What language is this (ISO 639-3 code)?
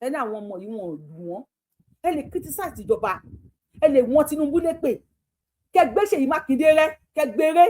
yor